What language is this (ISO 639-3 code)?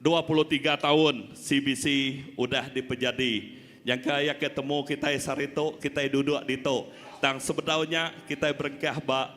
iba